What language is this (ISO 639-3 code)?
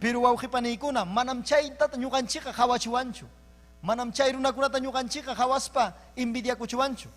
quy